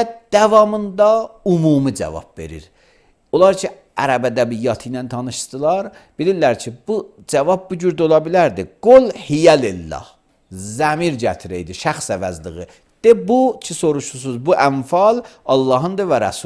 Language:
Azerbaijani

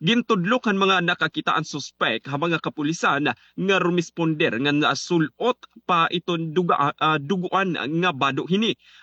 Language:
Waray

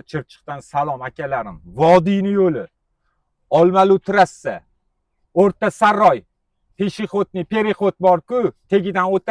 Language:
Uzbek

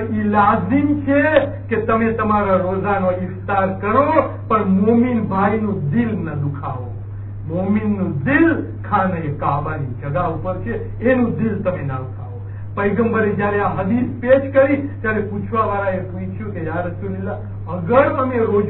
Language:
Gujarati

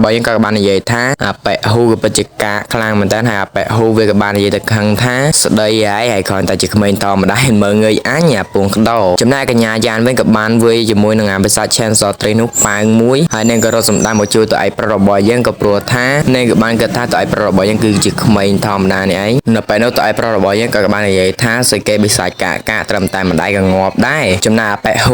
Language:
Khmer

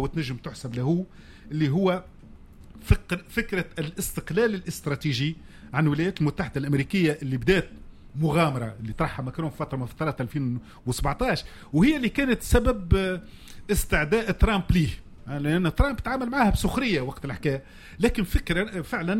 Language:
Tunisian Arabic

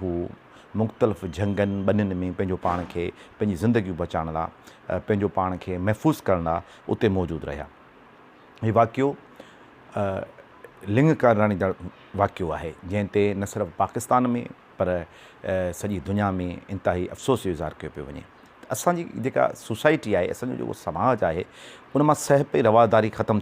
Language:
Sindhi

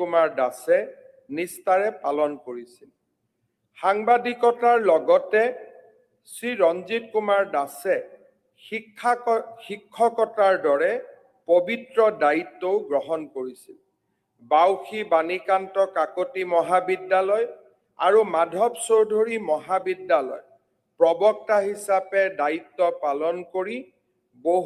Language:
Assamese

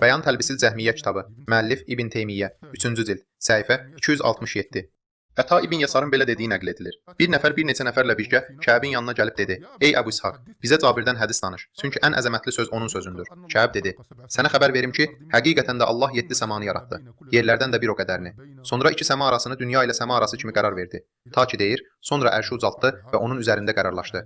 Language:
Azerbaijani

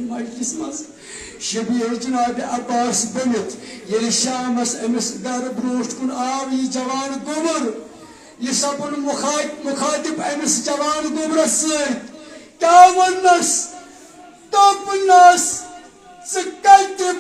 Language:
Kashmiri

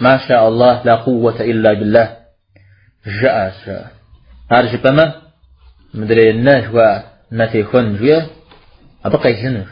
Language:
Kabardian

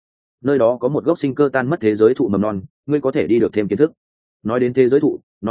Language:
Vietnamese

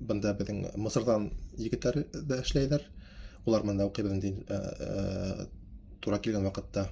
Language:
Bashkir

